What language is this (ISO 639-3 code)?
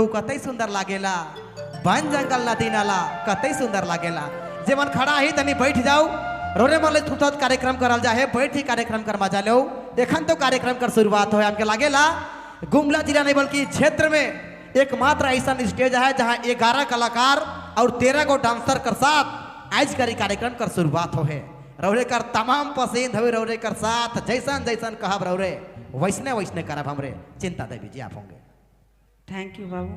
sck